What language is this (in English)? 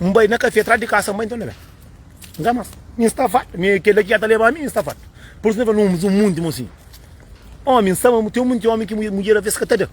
Kabuverdianu